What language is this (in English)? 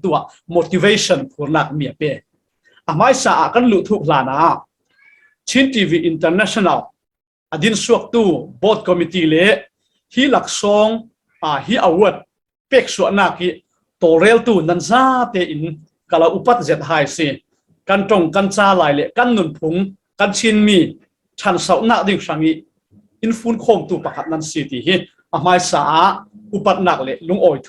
Falam Chin